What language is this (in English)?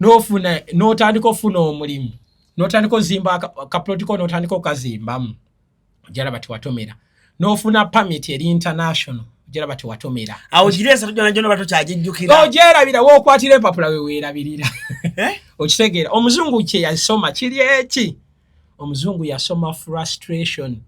Ganda